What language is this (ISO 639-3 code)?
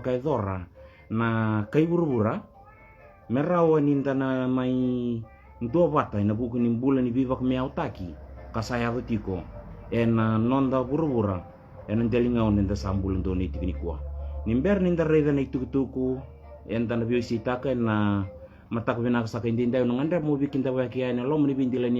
fij